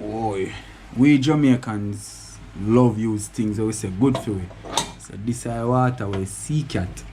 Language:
Jamaican Creole English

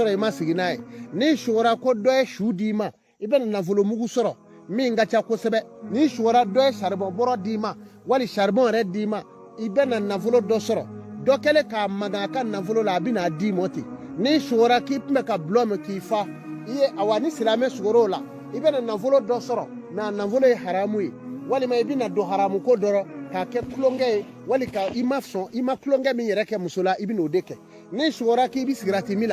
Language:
Bambara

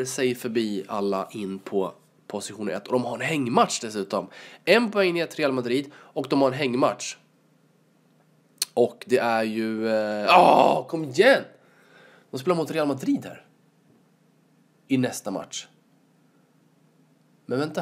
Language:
Swedish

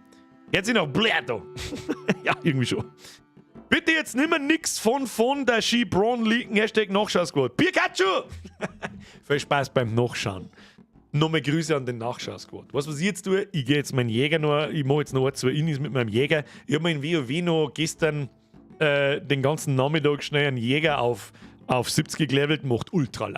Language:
Bavarian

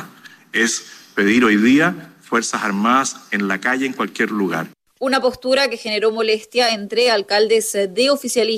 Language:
Spanish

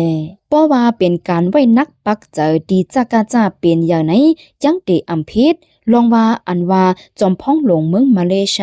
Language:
Shan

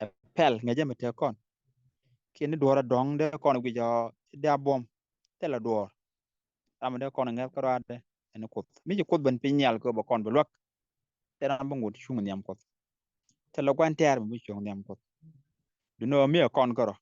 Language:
Nuer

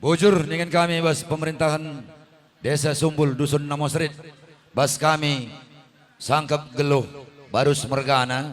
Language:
Batak Karo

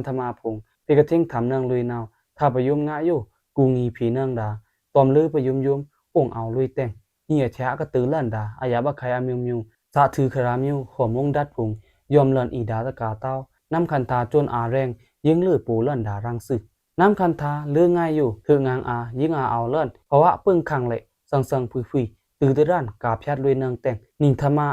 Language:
Pa'o Karen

